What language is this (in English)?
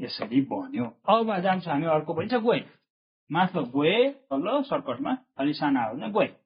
Nepali